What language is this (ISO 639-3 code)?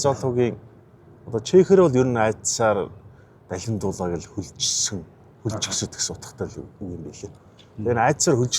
mon